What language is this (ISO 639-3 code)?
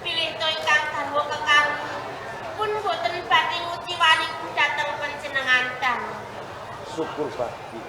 jav